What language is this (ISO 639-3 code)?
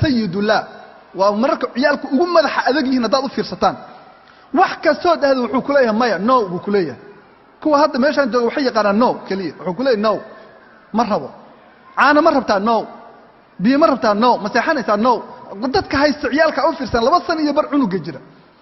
som